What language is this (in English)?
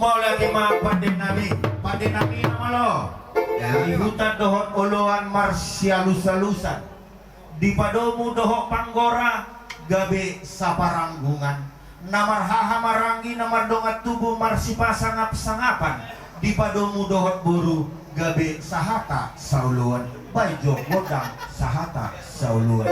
Batak Toba